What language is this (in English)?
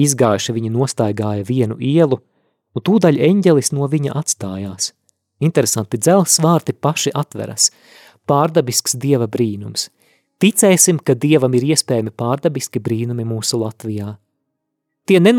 Latvian